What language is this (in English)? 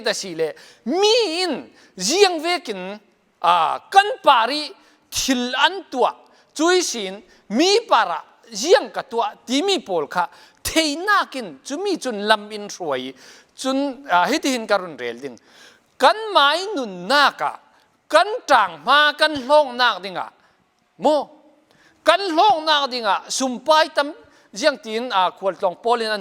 Falam Chin